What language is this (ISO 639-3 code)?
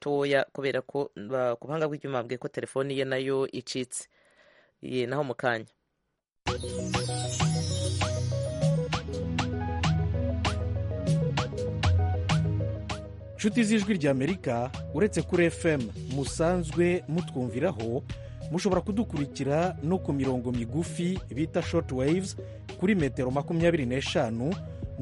kin